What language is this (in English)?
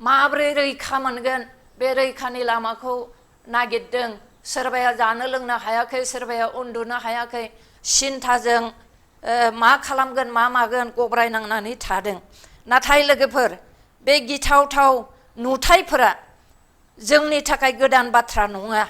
Bodo